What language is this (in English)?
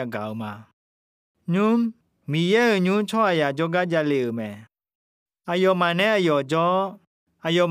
Akha